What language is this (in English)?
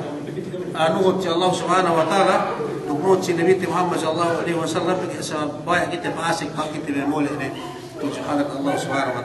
Yakan